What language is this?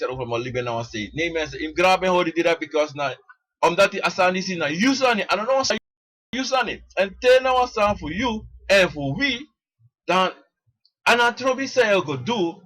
Sranan Tongo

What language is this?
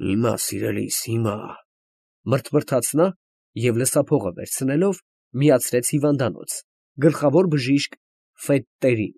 Armenian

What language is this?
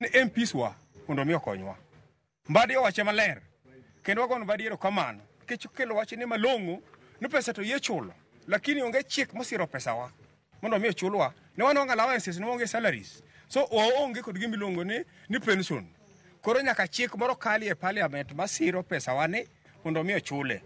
Luo (Kenya and Tanzania)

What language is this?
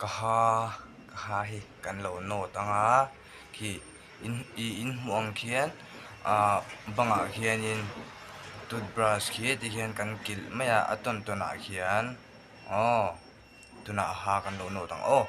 Mizo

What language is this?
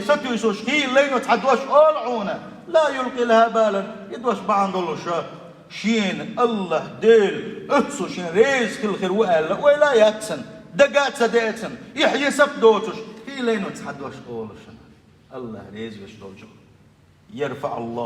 Chechen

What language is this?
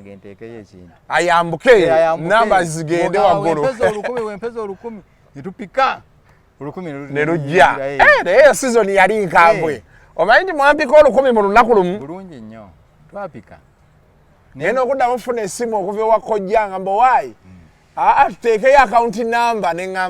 Ganda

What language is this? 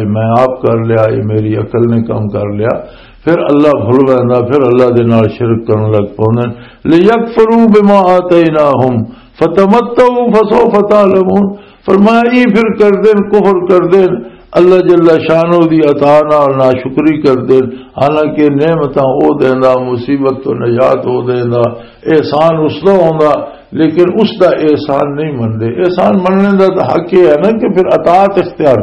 Western Panjabi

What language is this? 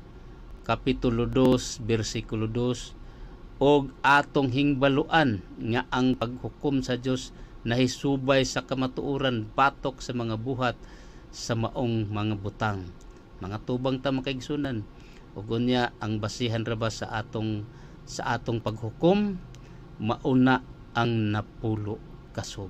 Cebuano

